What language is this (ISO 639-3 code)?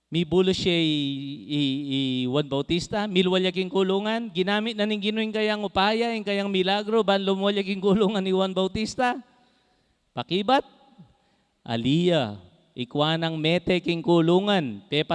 pam